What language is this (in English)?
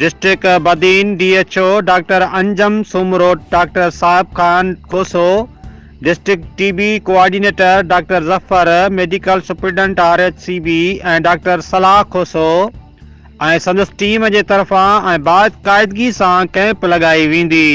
Sindhi